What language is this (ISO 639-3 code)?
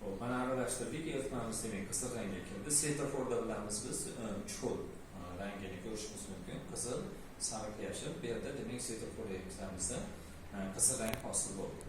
uzb